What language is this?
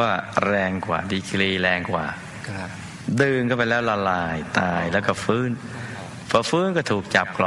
Thai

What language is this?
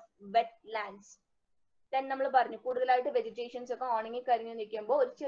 Malayalam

